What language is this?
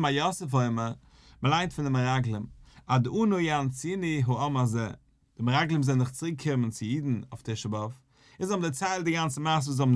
Yiddish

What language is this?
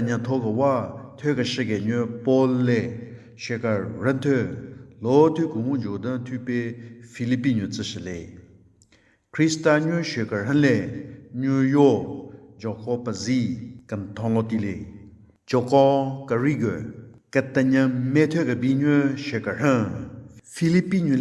Southern Rengma Naga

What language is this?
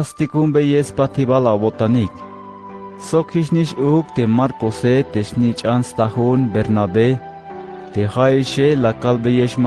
Tzeltal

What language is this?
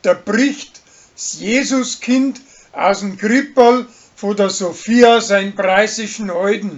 Bavarian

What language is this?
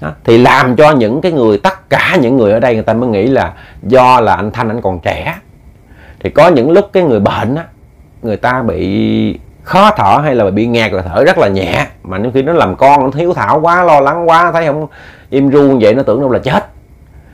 Vietnamese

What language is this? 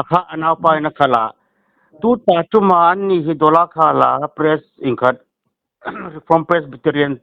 Hmar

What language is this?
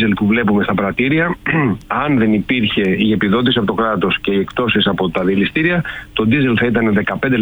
Greek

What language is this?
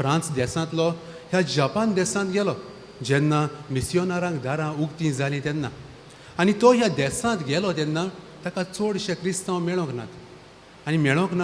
Konkani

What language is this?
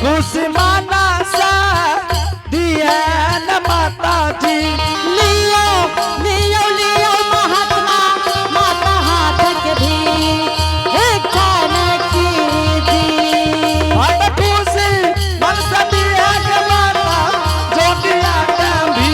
Angika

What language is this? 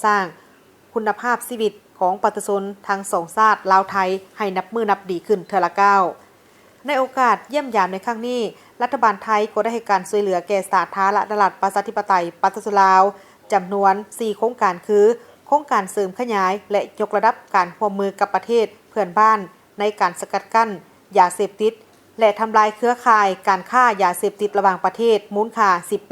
Lao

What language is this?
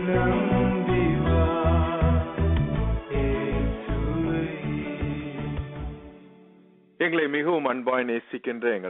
Tamil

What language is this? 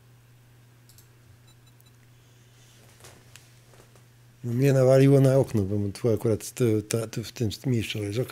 Polish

